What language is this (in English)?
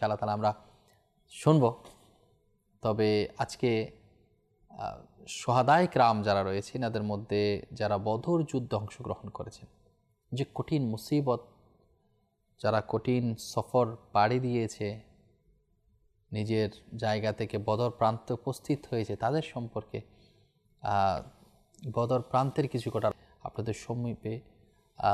Bangla